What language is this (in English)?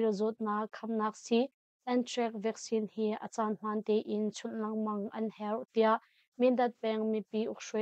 Hakha Chin